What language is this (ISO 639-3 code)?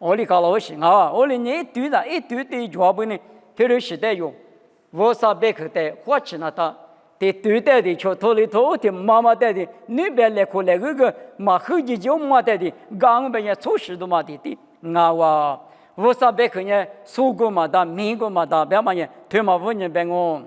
lis